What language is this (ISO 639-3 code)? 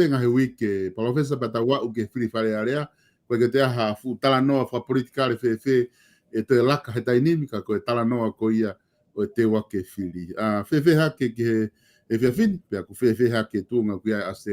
ton